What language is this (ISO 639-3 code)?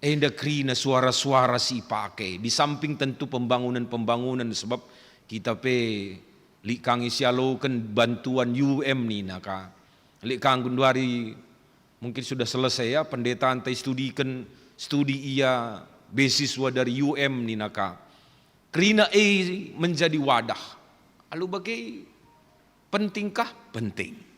btx